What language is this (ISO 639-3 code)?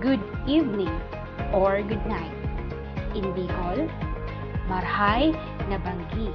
bik